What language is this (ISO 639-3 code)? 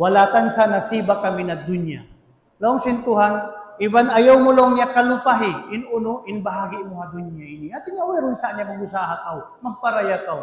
tsg